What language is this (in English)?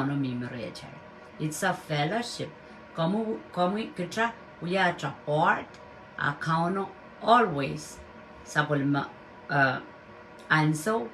Pohnpeian